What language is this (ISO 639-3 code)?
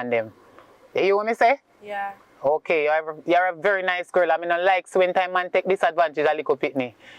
jam